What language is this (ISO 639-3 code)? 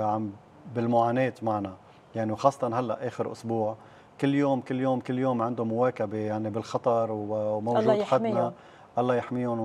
apc